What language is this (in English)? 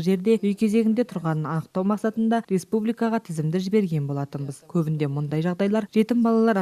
Kazakh